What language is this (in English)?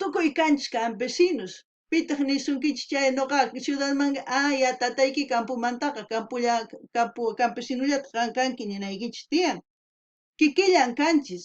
South Bolivian Quechua